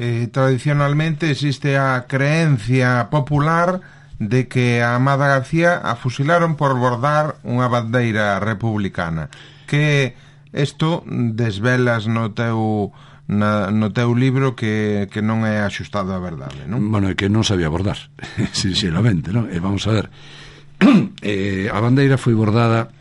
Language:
Galician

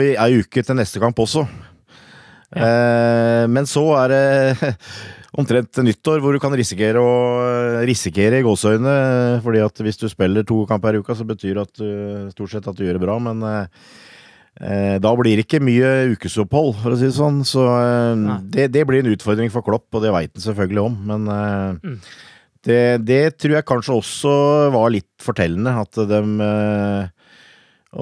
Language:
Norwegian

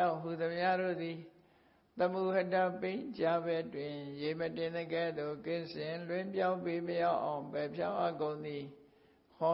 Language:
Burmese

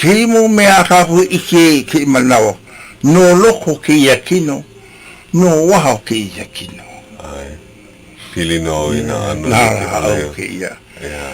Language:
Hawaiian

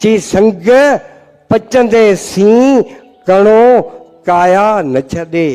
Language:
Sindhi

